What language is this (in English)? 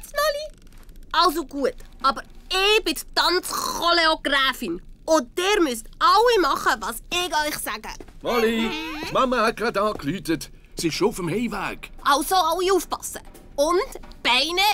Swiss German